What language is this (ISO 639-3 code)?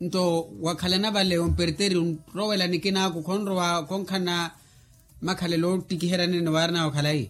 vmw